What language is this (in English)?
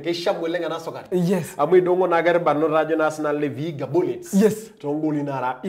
Masai